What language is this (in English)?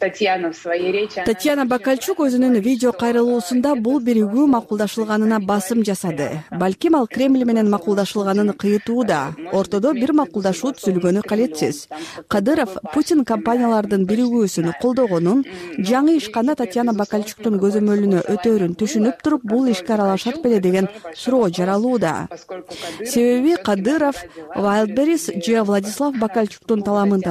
Kyrgyz